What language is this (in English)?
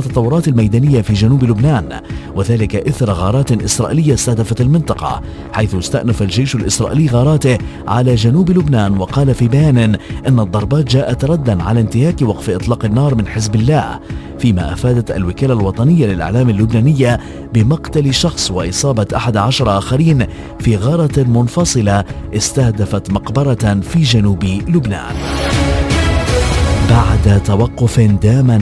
Arabic